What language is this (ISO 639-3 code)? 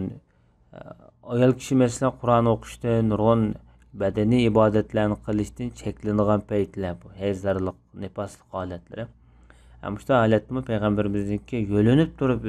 uig